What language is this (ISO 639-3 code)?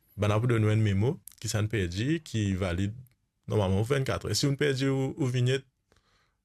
mfe